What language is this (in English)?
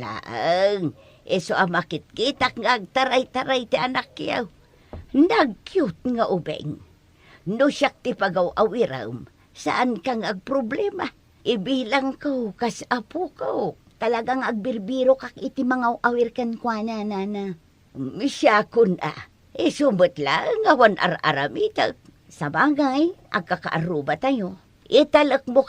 Iloko